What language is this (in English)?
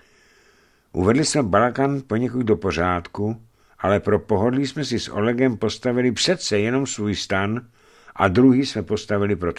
Czech